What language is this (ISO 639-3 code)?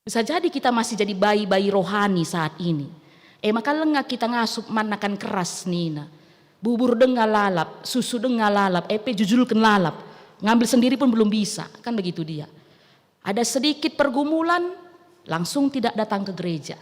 btx